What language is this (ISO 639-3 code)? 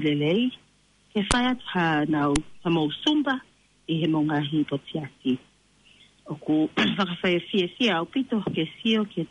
ton